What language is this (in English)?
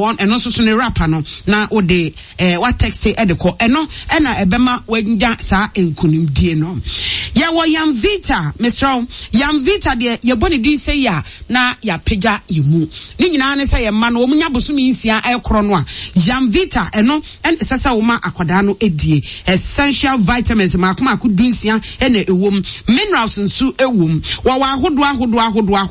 Akan